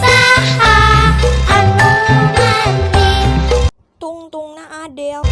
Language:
Sundanese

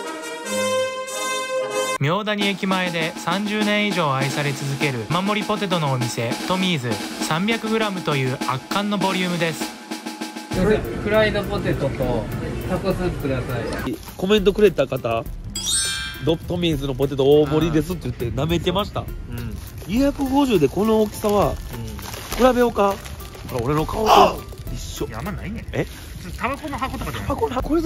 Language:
Japanese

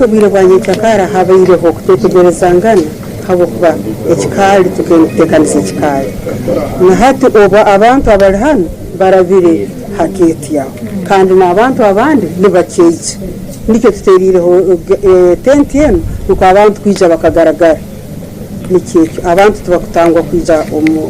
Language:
Tooro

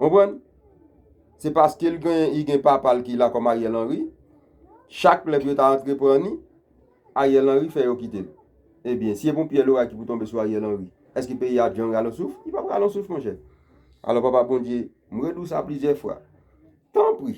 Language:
Haitian Creole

